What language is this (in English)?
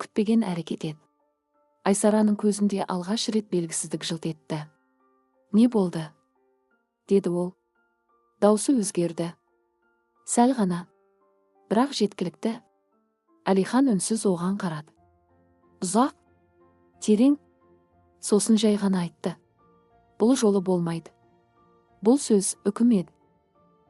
Kazakh